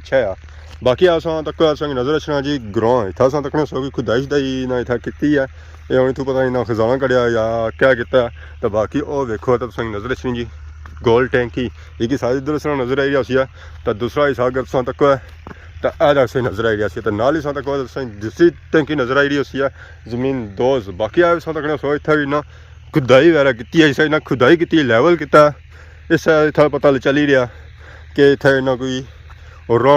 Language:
Pahari-Potwari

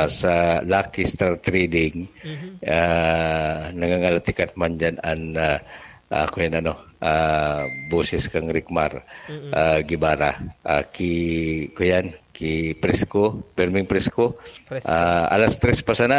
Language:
Bikol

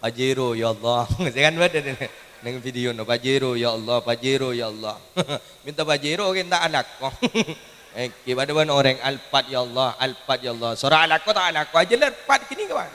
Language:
Madurese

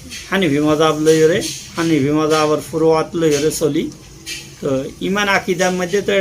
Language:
Rohingya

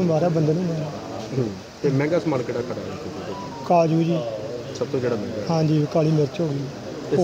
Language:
Punjabi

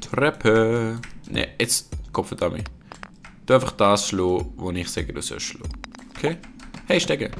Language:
Swiss German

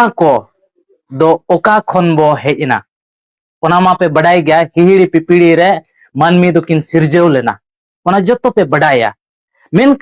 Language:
Santali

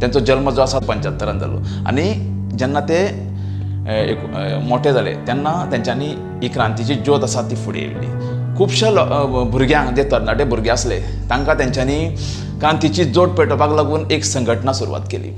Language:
Konkani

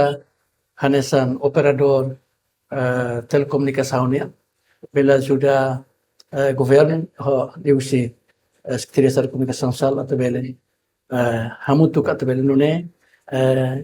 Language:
Tetum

